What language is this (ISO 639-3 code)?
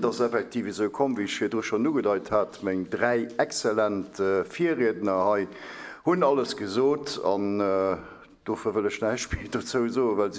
ltz